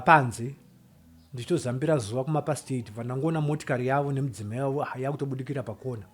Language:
Shona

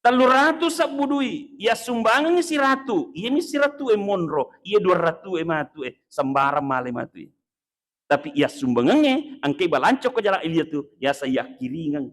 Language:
Buginese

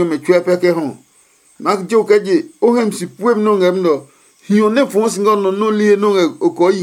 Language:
Adangme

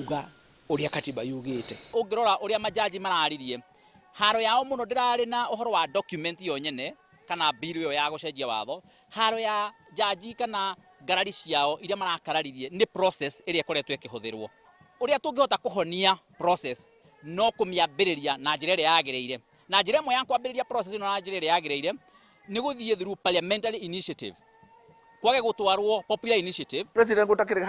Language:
Kikuyu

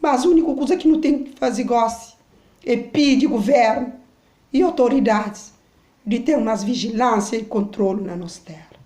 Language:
Kabuverdianu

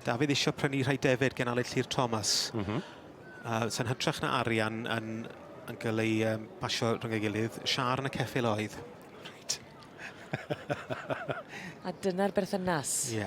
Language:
Welsh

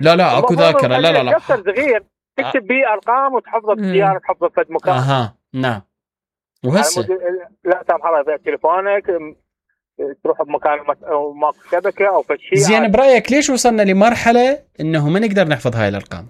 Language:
Mesopotamian Arabic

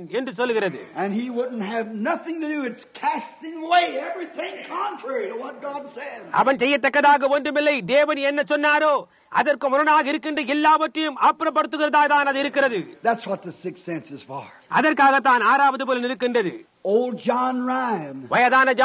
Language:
Tamil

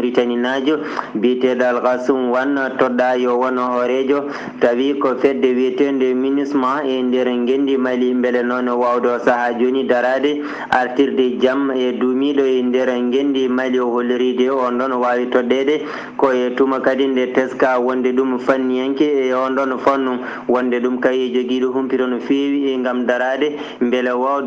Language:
Fula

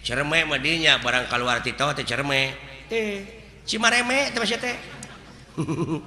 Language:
Sundanese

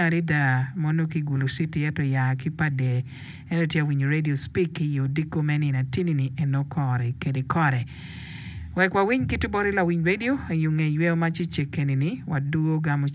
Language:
Acoli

